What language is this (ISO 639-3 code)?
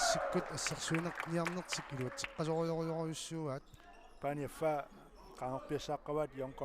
kal